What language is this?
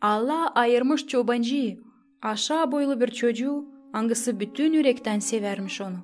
Gagauz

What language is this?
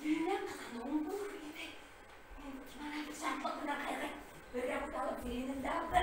Bashkir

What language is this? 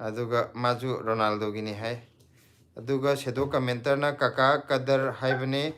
Manipuri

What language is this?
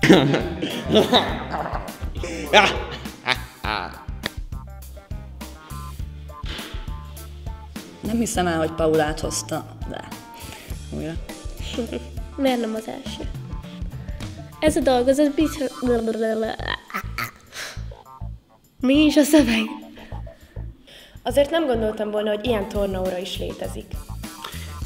Hungarian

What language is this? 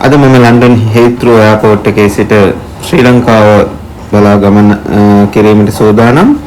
Sinhala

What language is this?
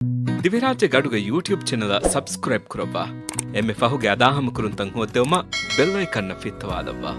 Divehi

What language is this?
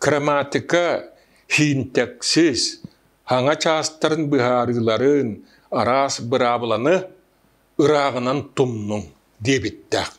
Yakut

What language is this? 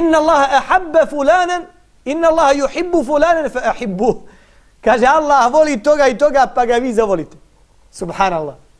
Bosnian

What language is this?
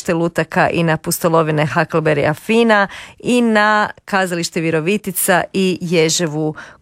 Croatian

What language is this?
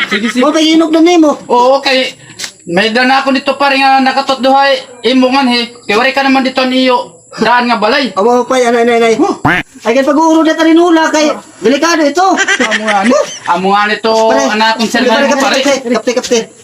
Waray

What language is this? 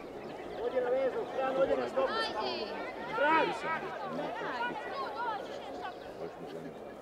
Croatian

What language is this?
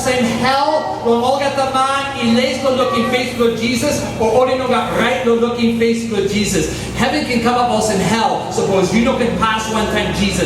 Tok Pisin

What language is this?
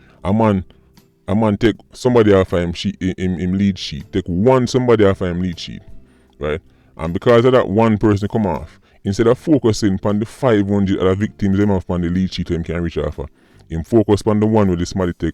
Jamaican Creole English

